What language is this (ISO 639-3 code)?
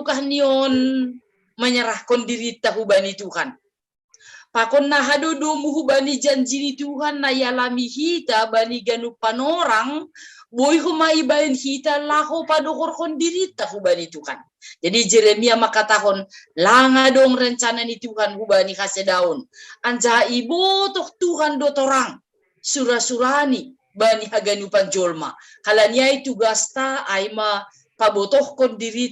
bts